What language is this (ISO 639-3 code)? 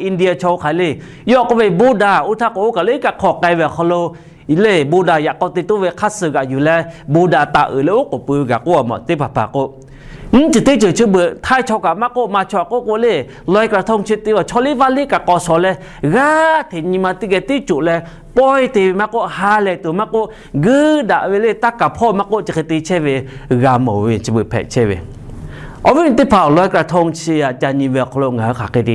lhu